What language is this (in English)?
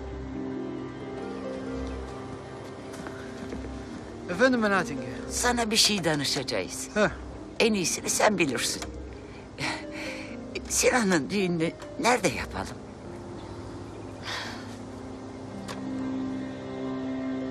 Turkish